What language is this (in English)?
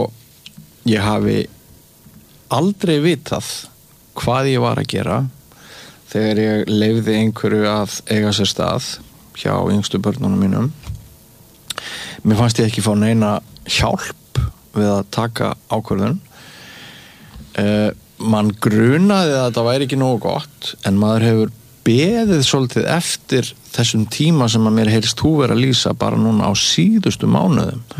Icelandic